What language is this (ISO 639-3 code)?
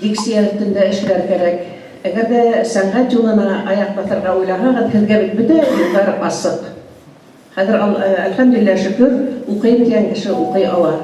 bak